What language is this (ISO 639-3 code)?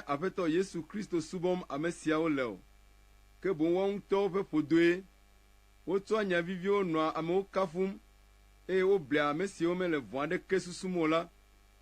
ewe